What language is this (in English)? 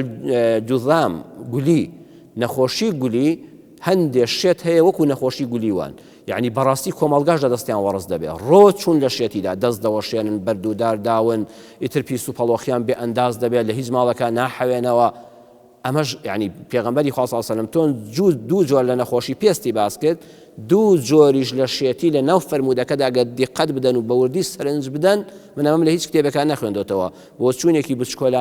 Central Kurdish